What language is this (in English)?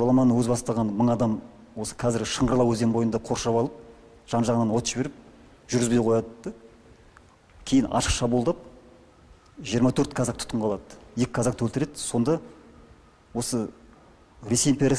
Kazakh